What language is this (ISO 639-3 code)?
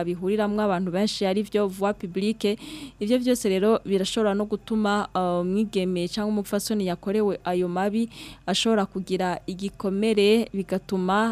run